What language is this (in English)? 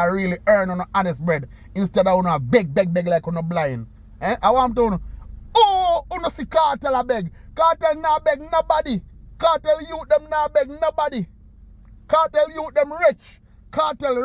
Jamaican Creole English